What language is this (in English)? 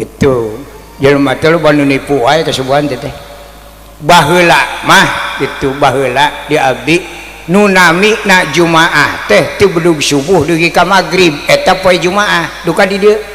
Sundanese